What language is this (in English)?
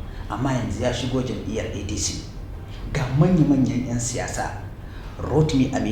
Hausa